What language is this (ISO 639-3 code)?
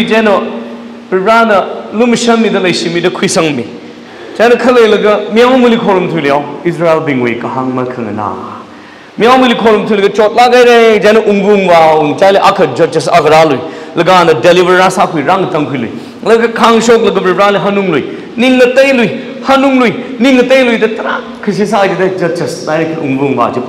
nmf